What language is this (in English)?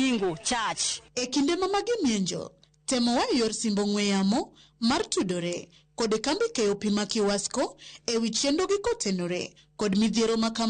Luo (Kenya and Tanzania)